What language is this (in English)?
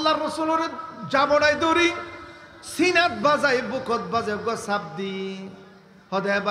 Rohingya